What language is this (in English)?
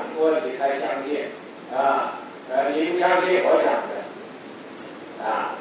Chinese